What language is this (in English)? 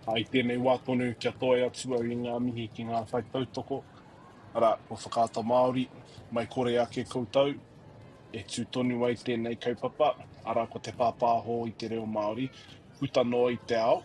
Māori